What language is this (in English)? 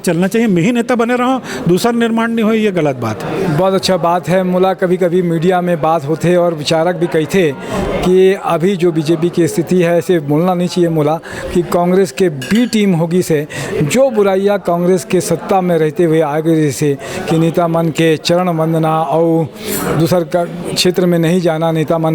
Chhattisgarhi